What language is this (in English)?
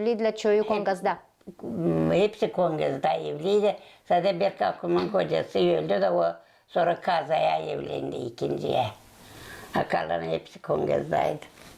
Gagauz